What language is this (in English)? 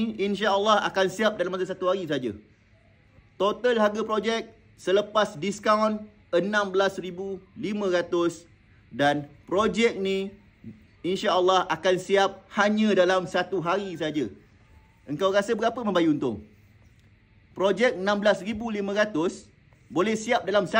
Malay